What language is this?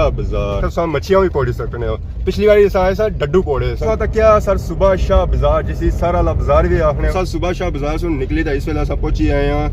Pahari-Potwari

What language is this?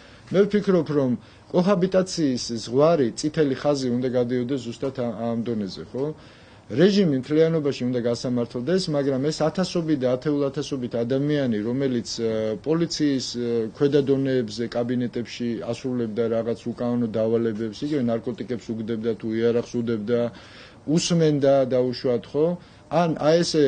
Georgian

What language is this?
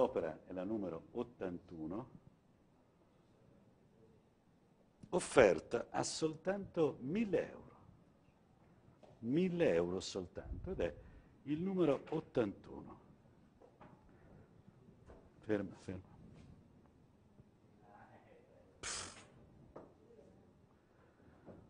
Italian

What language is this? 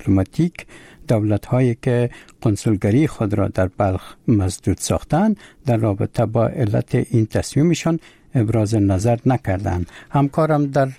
Persian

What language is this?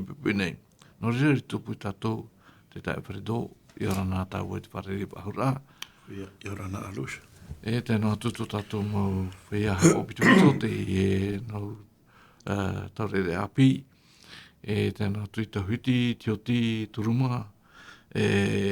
Tahitian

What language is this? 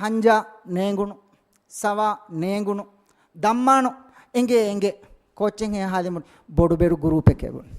Divehi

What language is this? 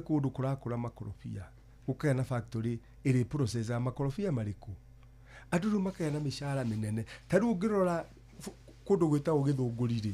Kikuyu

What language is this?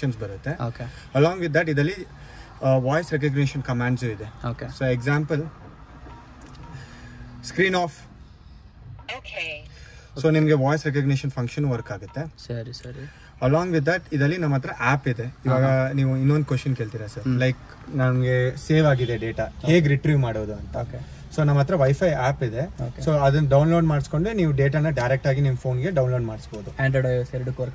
Kannada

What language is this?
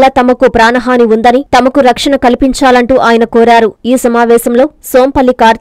Telugu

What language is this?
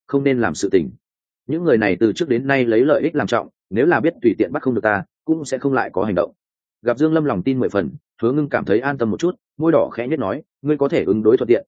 Vietnamese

